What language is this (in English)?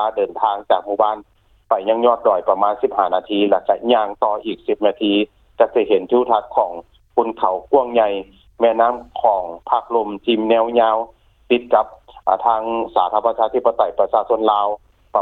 Lao